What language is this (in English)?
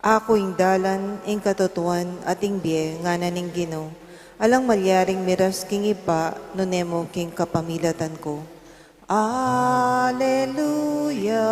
Pampanga